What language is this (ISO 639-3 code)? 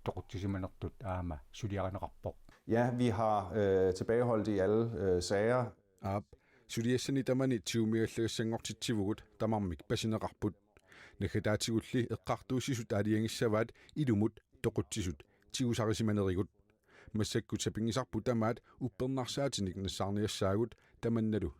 kal